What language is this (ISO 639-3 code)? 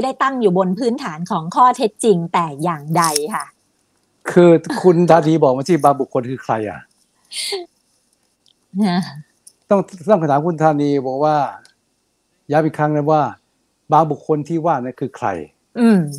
tha